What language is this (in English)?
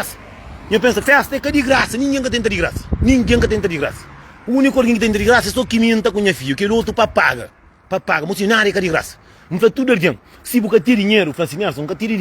Kabuverdianu